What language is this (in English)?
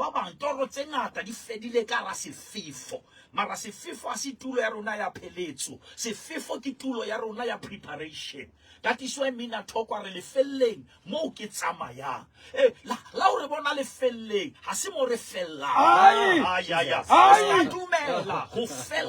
Southern Sotho